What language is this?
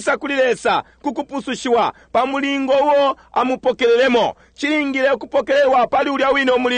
Bemba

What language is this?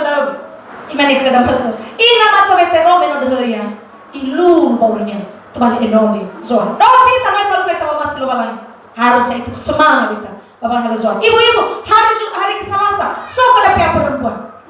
Nias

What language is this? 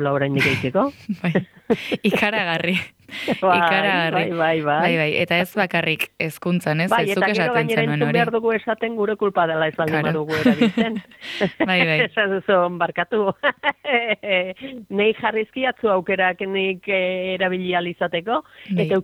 Basque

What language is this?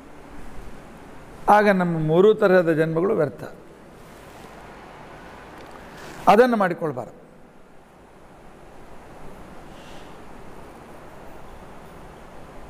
Kannada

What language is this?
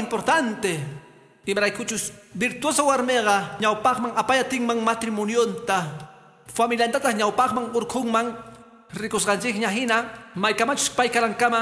Quechua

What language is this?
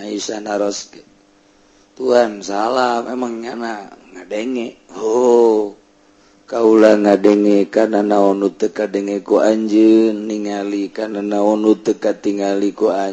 Sundanese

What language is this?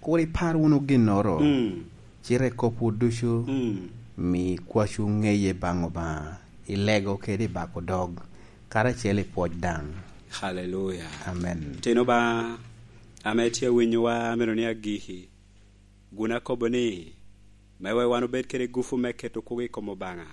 Lango (Uganda)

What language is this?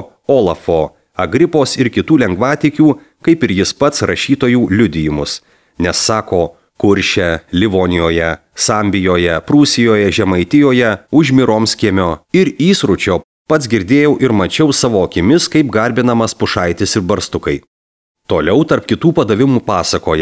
Lithuanian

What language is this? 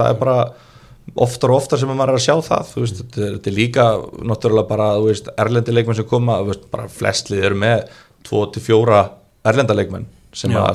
Icelandic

